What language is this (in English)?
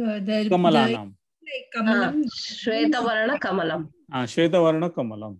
Sanskrit